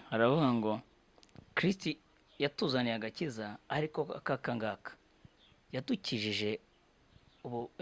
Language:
Kinyarwanda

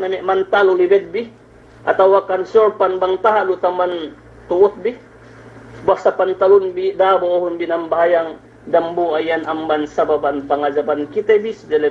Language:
Yakan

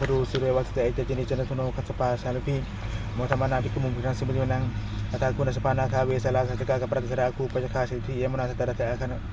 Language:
Pali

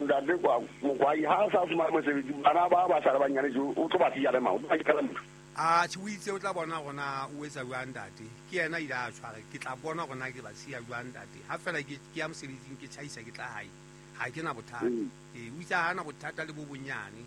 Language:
Southern Sotho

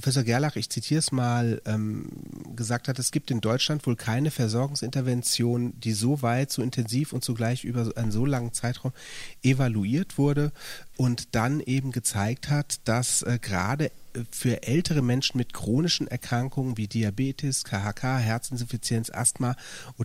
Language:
German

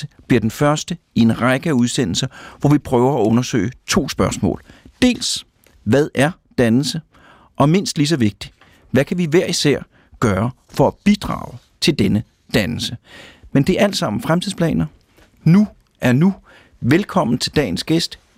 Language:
Danish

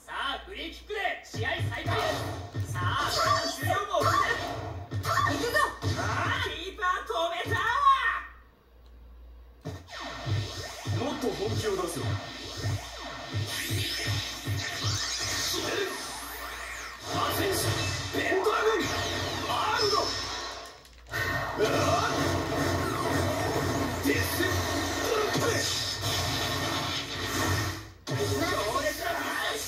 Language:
Japanese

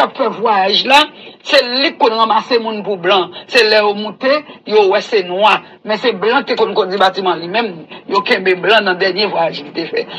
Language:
Haitian Creole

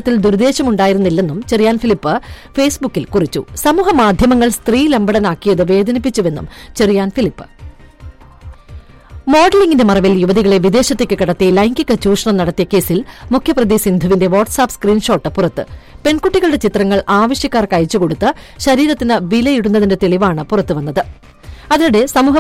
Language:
Malayalam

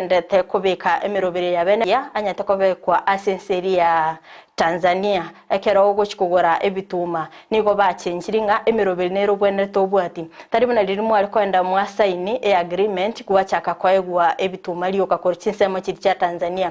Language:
Gusii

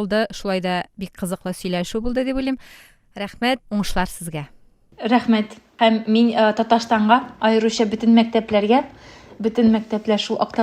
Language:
Tatar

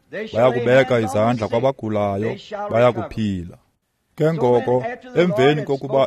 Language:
Xhosa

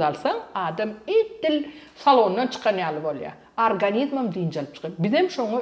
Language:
Turkmen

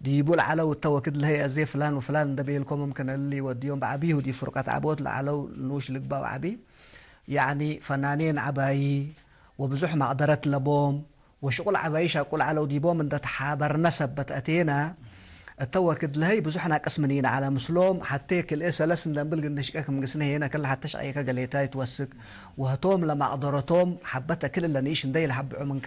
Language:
Tigre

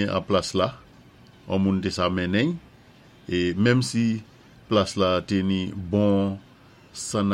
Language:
Saint Lucian Creole French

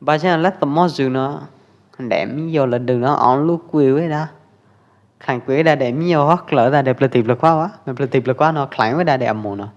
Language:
Pwo Eastern Karen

